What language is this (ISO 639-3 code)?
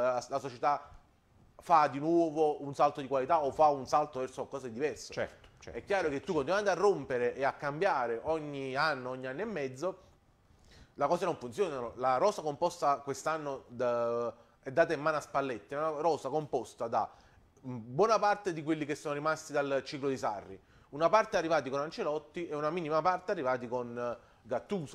ita